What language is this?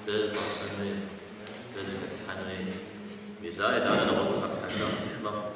Kabardian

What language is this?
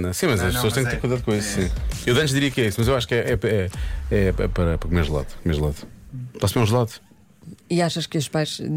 Portuguese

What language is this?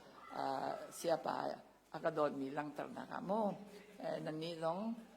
Hakha Chin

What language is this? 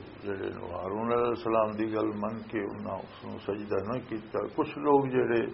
Western Panjabi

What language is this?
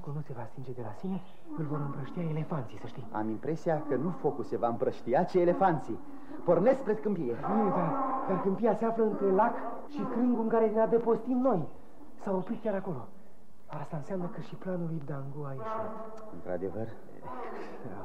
Romanian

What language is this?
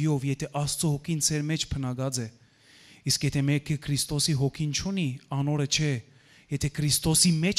Western Armenian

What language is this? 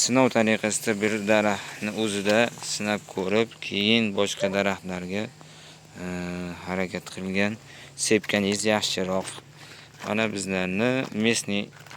Uzbek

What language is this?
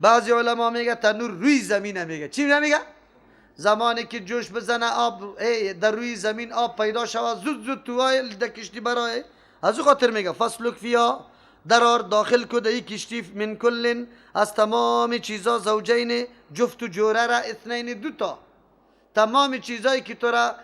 Persian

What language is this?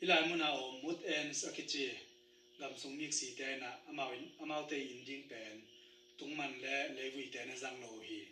Tedim Chin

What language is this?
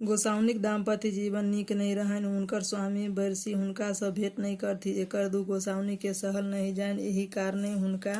Maithili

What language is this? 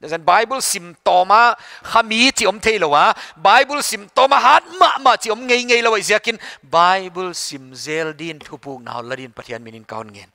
Paite Chin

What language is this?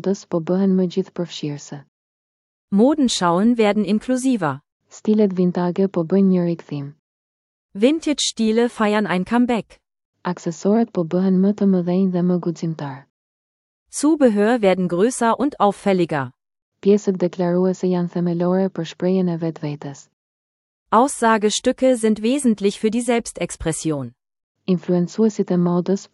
Albanian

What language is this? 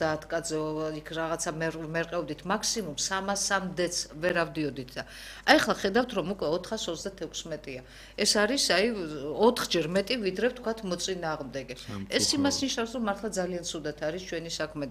Georgian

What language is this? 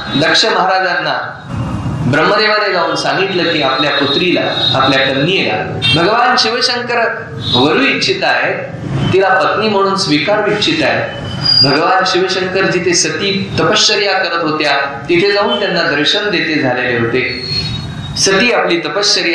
Marathi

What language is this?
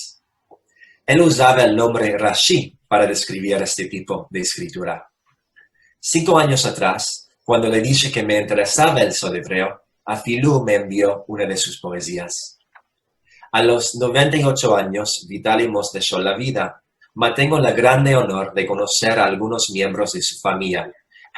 Ladino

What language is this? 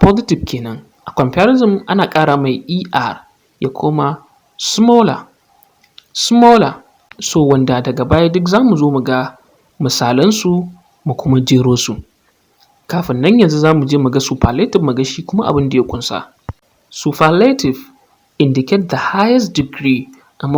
Hausa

